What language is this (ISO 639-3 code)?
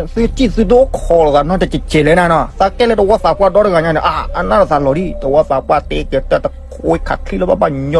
ksw